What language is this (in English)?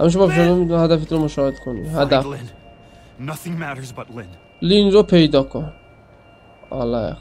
South Azerbaijani